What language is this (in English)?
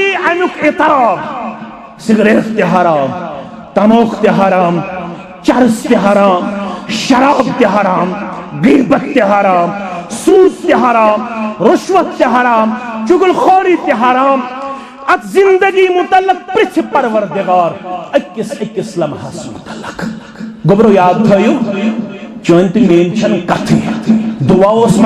Kashmiri